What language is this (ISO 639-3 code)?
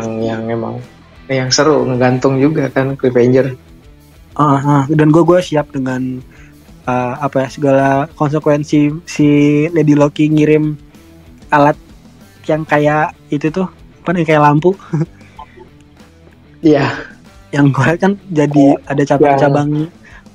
ind